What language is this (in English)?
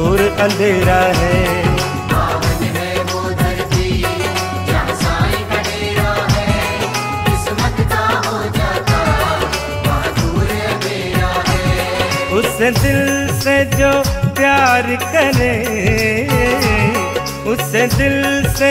Hindi